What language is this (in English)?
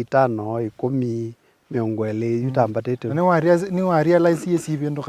Kamba